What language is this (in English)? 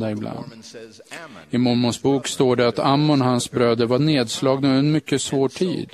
Swedish